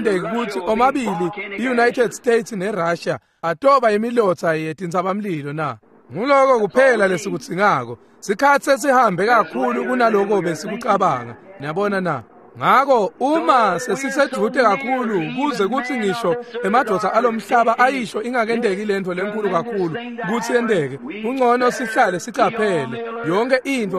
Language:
Swati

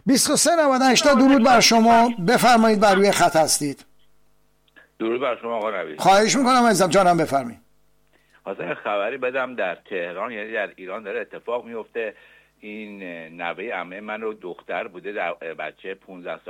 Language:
Persian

